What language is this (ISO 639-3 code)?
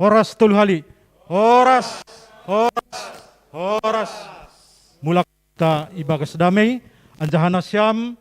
bts